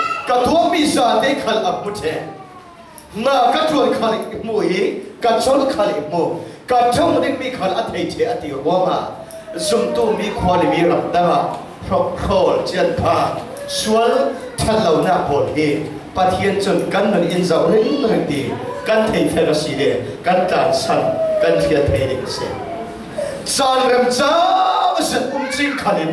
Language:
Falam Chin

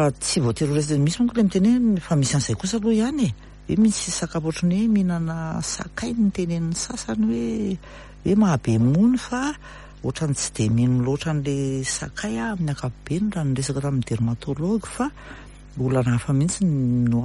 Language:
Malagasy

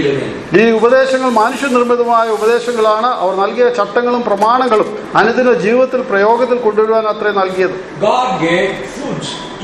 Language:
Malayalam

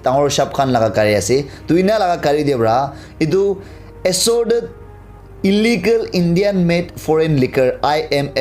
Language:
Naga Pidgin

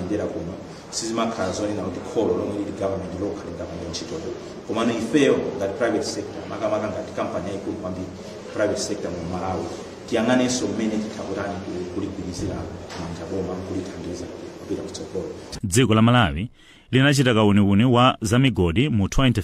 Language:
Nyanja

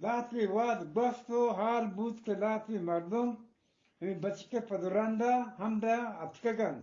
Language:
Eastern Balochi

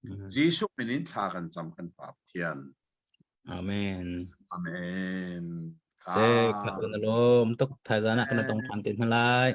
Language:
Hakha Chin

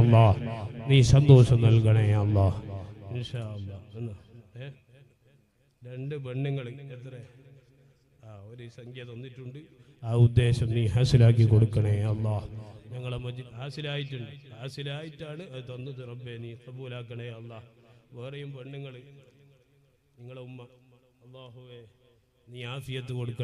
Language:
Malayalam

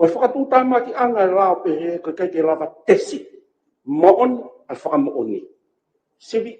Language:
Tongan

